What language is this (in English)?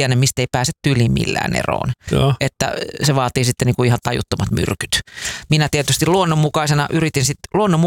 Finnish